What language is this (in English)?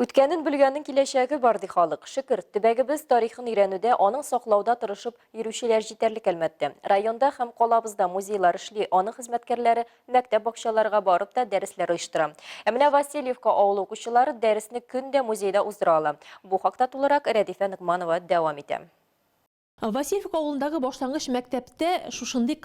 Tatar